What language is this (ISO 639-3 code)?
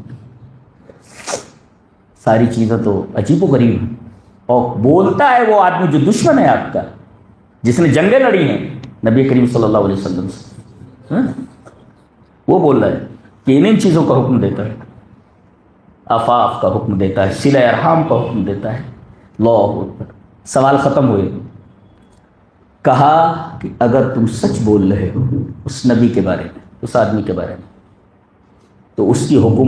urd